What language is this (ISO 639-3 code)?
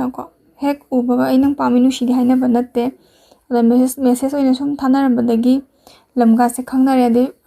mni